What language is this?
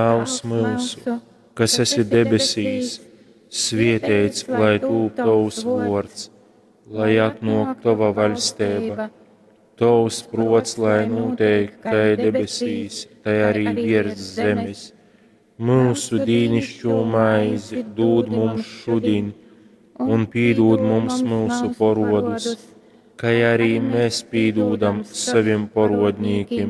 Latgalian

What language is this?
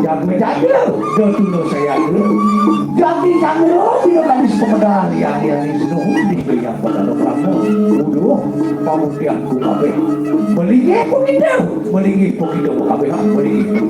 Balinese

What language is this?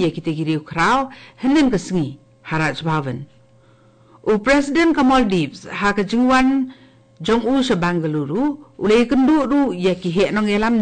Khasi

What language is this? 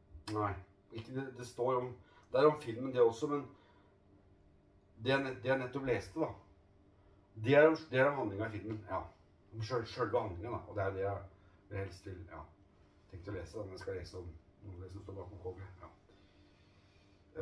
Norwegian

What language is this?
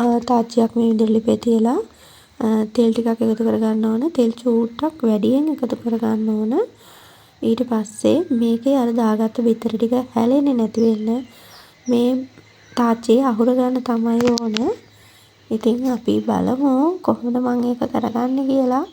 Sinhala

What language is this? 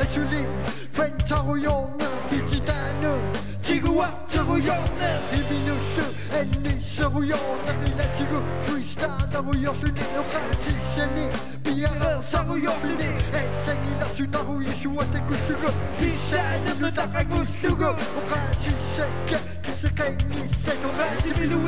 Kalaallisut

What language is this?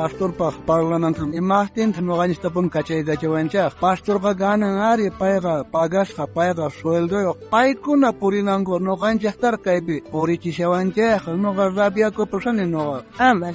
South Bolivian Quechua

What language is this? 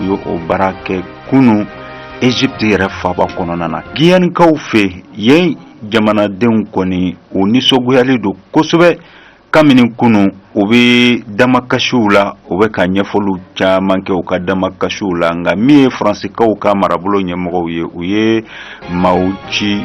Bambara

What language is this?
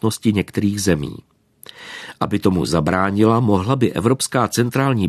Czech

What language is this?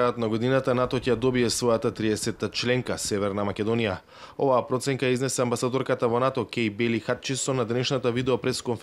Macedonian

